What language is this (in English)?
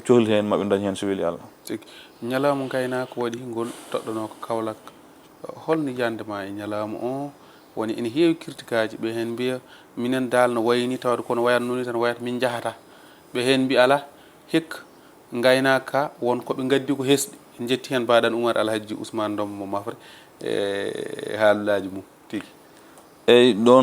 Fula